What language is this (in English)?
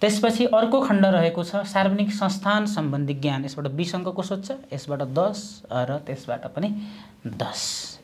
Nepali